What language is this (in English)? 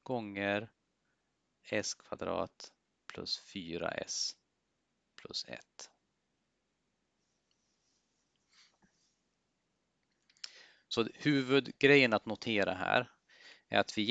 Swedish